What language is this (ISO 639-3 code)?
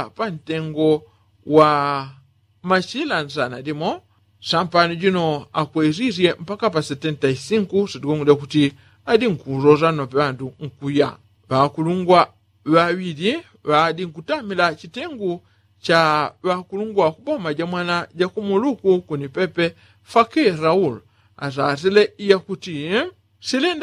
yao